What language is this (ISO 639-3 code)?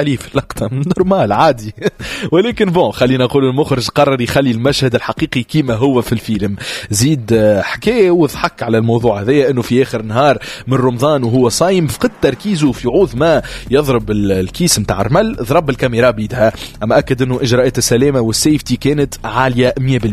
aeb